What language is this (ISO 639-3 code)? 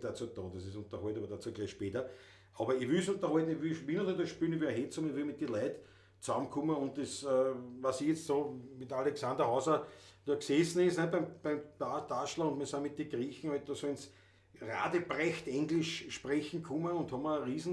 bar